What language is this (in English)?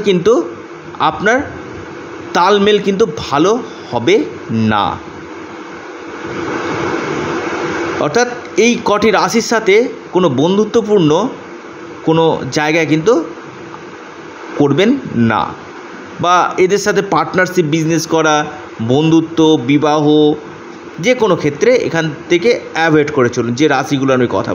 Bangla